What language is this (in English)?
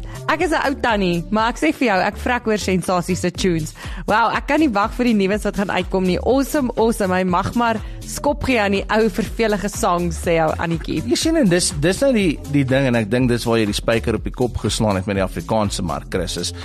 Afrikaans